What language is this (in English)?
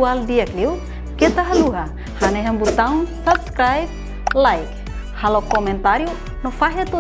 Tetum